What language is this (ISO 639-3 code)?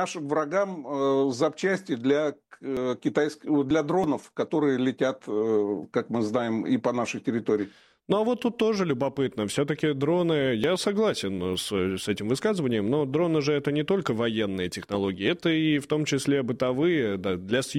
rus